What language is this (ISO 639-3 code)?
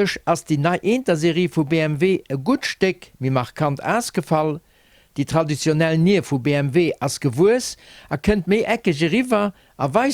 ltz